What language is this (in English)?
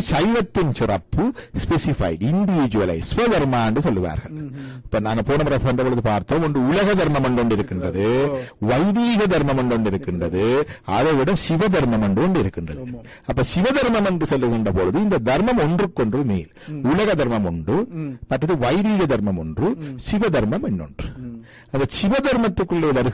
Tamil